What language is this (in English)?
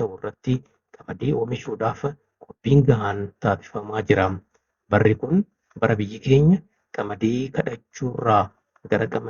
Oromo